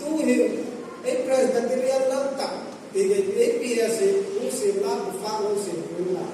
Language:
Mizo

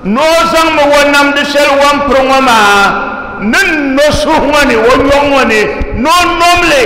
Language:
Dagbani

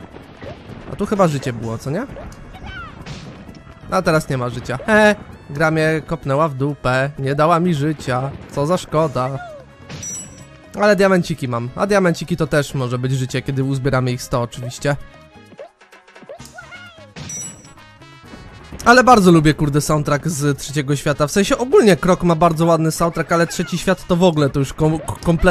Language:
Polish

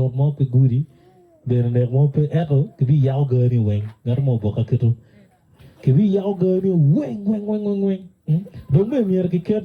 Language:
Acoli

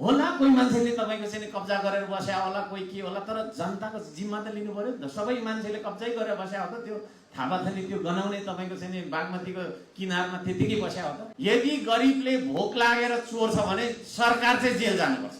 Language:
Nepali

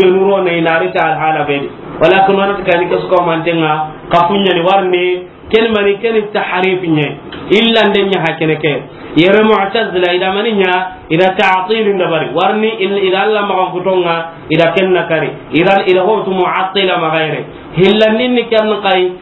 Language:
Soninke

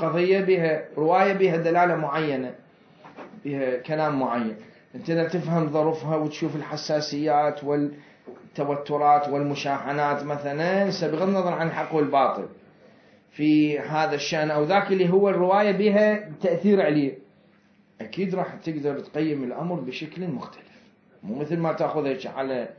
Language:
Mesopotamian Arabic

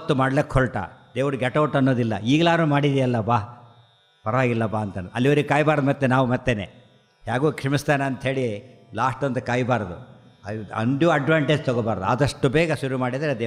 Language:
Kannada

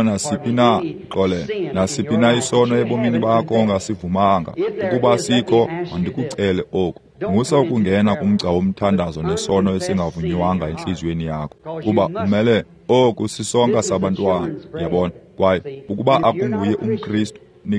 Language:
Xhosa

